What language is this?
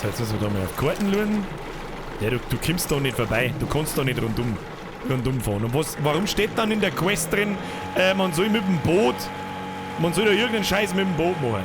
Bavarian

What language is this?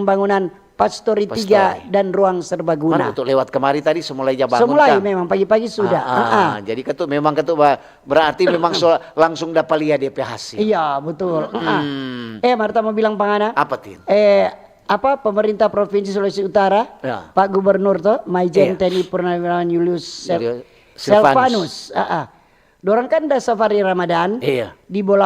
Manado Malay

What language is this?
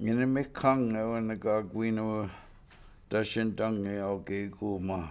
Chippewa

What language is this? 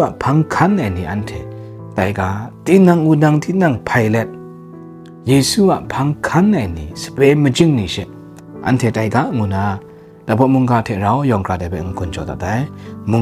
Kachin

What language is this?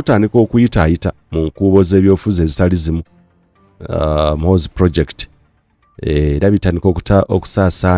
Ganda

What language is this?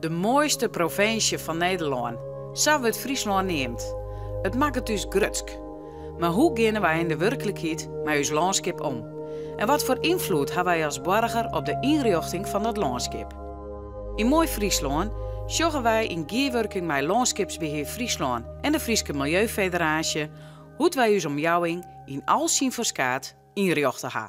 Western Frisian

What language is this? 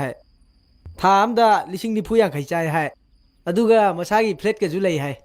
Manipuri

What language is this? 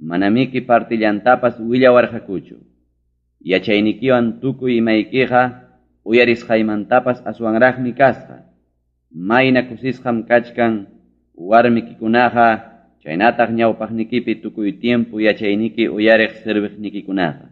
Ayacucho Quechua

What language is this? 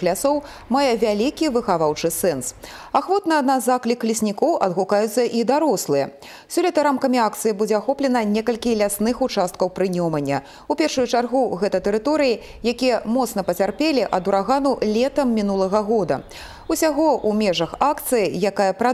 Belarusian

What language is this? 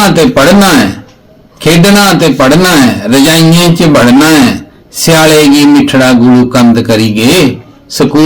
Dogri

